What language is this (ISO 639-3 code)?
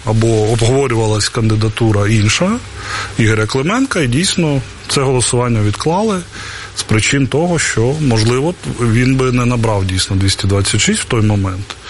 ukr